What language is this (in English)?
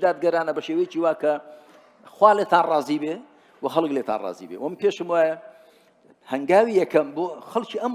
Central Kurdish